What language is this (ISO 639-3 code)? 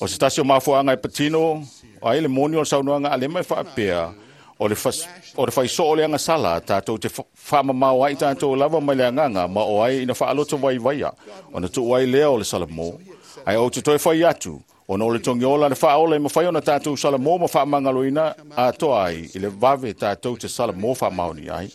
smo